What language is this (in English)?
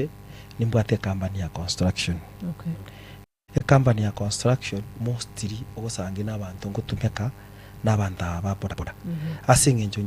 Gusii